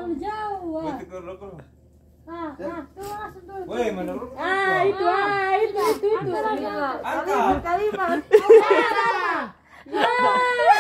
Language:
Ambonese Malay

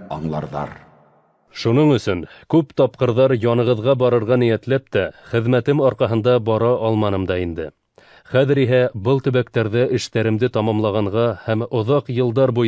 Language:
Bashkir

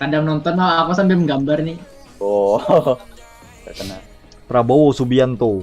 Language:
Banjar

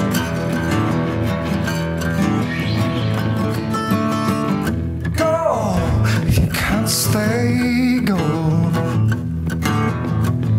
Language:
Polish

